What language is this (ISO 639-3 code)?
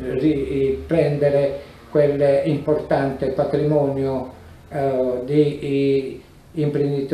ita